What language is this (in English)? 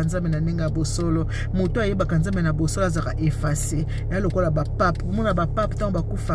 Lingala